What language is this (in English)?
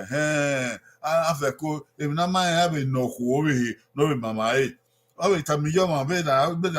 Bini